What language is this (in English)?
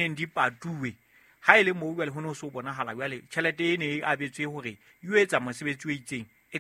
Southern Sotho